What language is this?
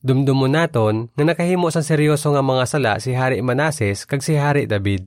Hiligaynon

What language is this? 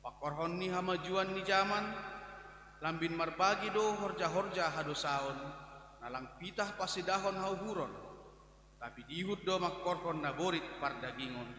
Batak Simalungun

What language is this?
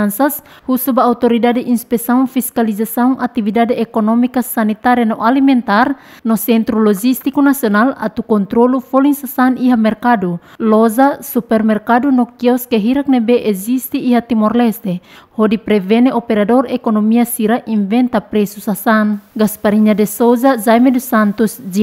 Tetum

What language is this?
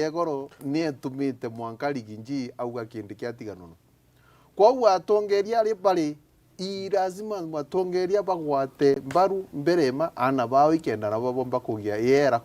Meru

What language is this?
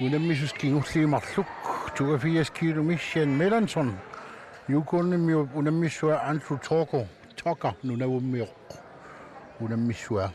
Kalaallisut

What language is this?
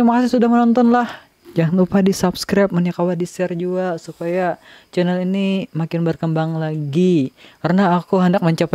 Banjar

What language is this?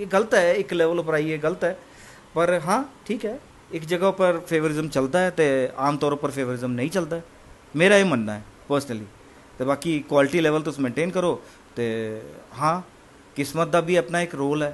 Dogri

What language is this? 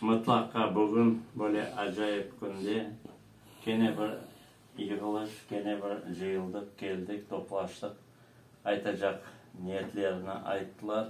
Crimean Tatar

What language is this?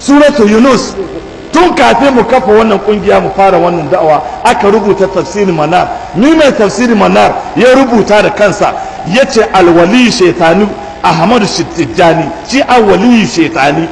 Hausa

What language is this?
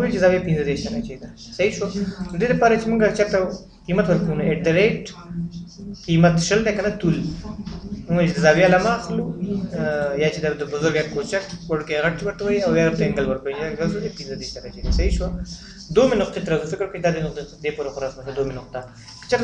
Pashto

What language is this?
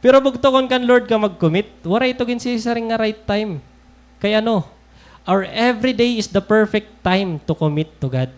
Waray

